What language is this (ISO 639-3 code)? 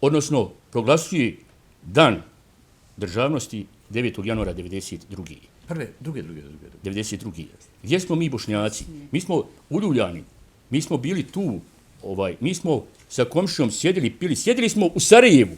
bos